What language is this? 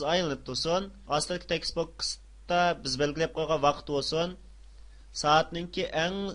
Uyghur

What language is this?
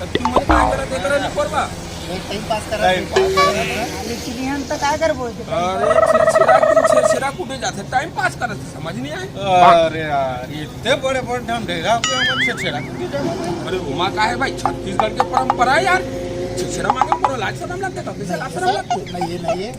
Chhattisgarhi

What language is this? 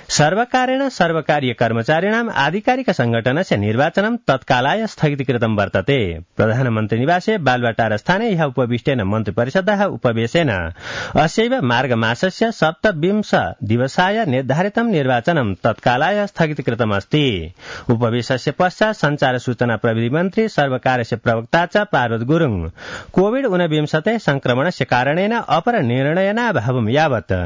Sanskrit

